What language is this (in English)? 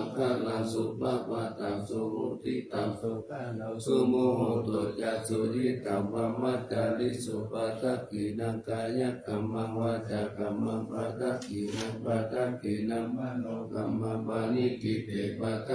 Pali